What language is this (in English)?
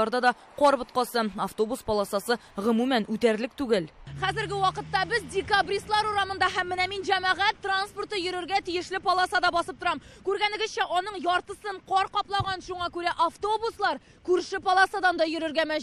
Tatar